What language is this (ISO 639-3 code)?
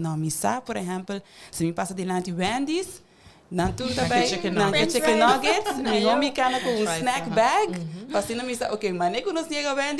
pap